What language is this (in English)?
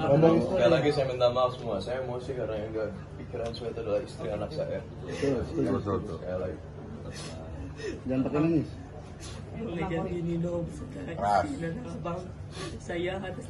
Indonesian